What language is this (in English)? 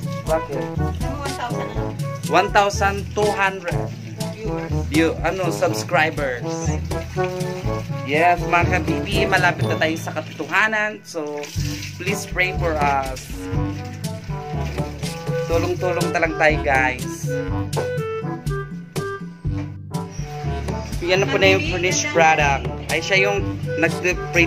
Filipino